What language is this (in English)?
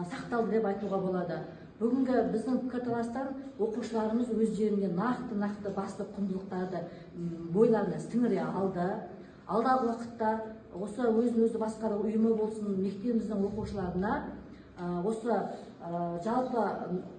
Kazakh